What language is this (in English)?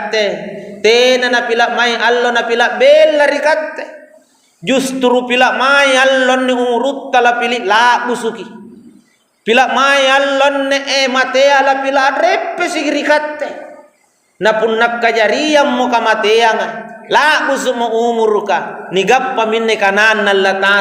Makasar